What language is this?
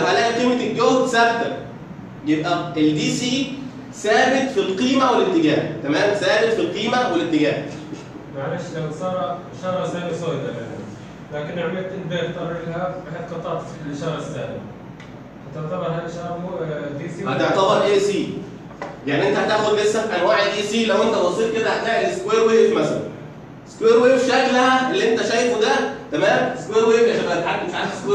Egyptian Arabic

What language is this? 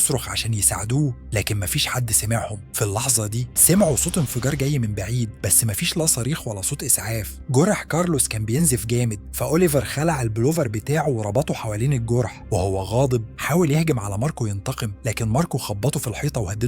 Egyptian Arabic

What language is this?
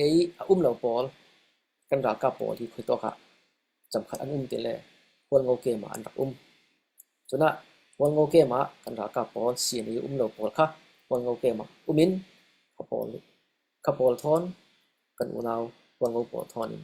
Falam Chin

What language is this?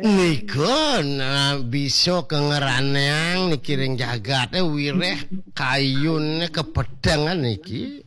Balinese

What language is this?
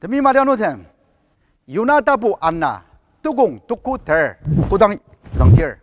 Ao Naga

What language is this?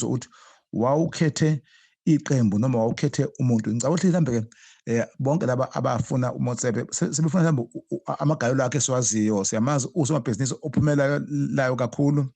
Zulu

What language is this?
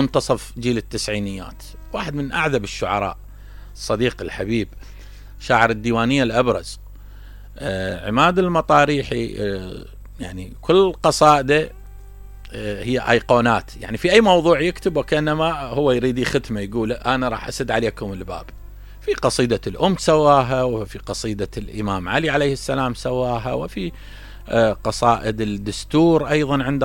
Mesopotamian Arabic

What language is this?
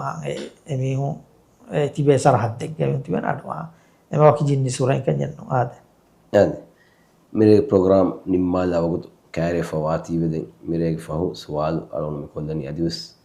Divehi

